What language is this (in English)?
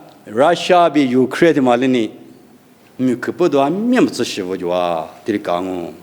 Lisu